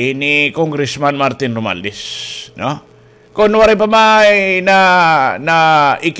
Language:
Waray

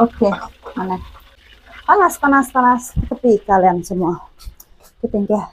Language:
Iban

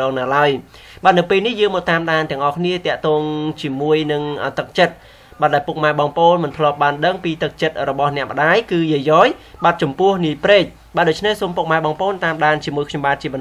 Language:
Khmer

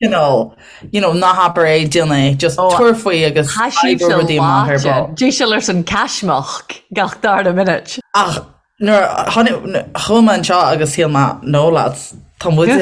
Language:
Irish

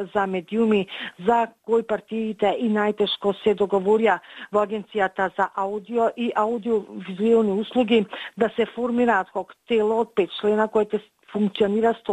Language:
Macedonian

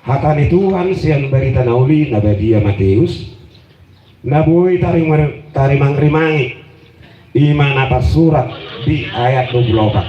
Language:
Batak Toba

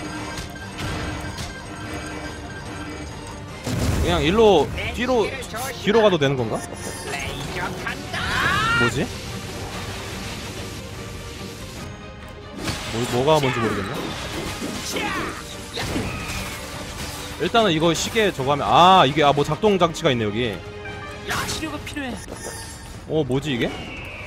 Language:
Korean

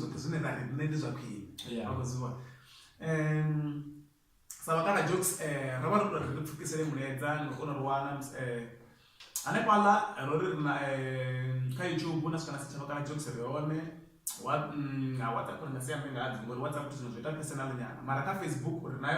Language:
Venda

